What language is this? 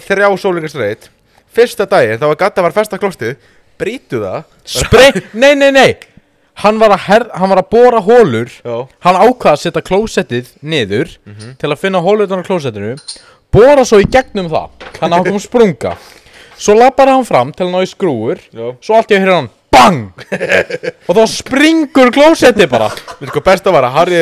Icelandic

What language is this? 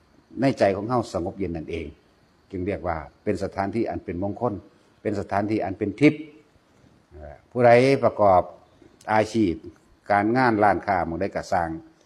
Northeastern Thai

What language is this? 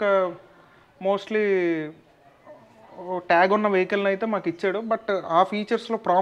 Telugu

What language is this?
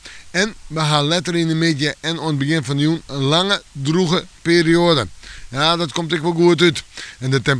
Western Frisian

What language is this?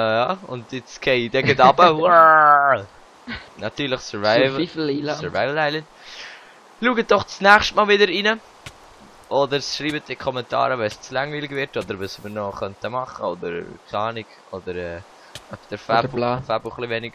Swiss German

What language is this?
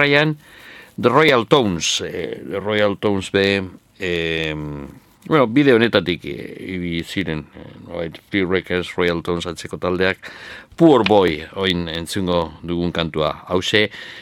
Basque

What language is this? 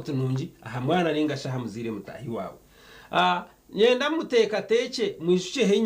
Nyankole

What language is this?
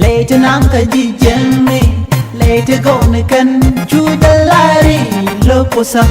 Nuer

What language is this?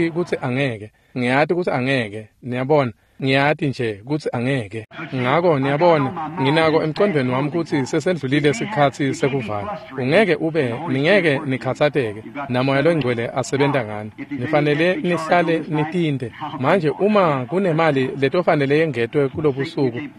Swati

